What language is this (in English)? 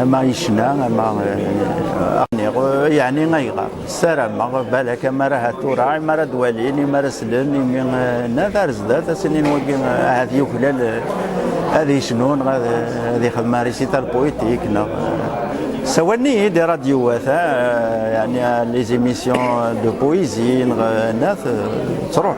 Kabyle